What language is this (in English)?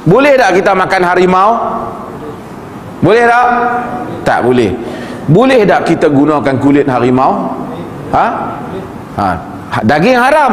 Malay